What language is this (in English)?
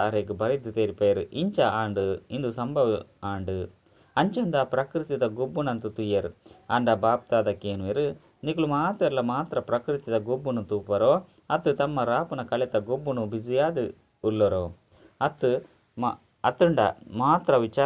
Tulu